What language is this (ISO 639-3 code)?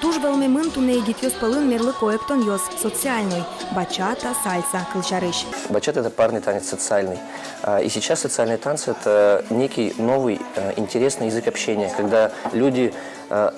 udm